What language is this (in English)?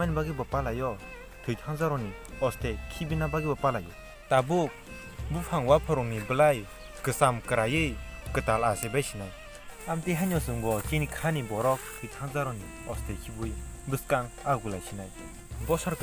Kok Borok